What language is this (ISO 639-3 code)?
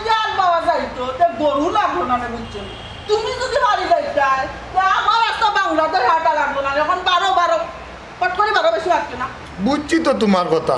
syl